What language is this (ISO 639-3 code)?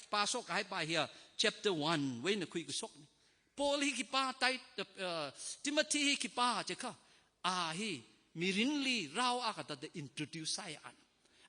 nmf